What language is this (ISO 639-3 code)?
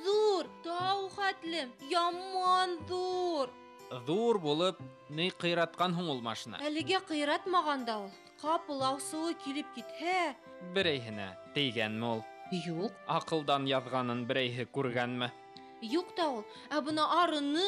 bak